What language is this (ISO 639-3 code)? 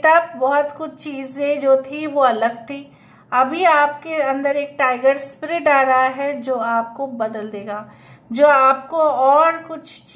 hin